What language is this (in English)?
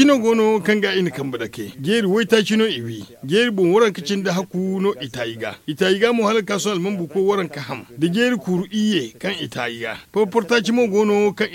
Zarma